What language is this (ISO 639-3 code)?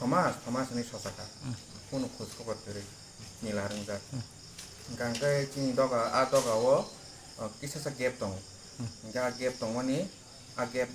trp